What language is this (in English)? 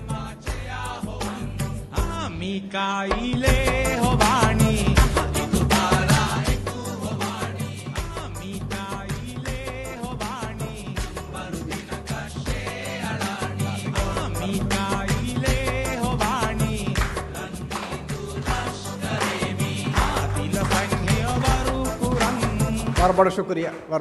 Divehi